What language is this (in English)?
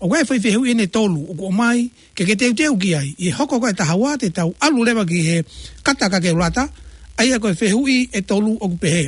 Tongan